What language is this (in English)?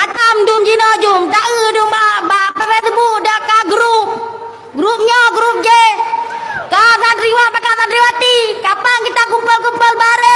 Achinese